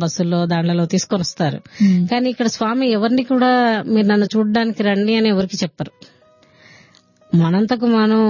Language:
Telugu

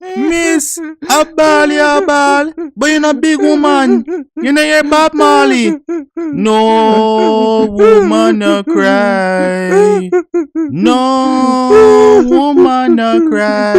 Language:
Jamaican Creole English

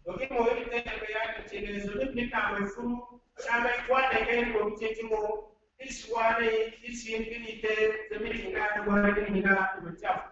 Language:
Zarma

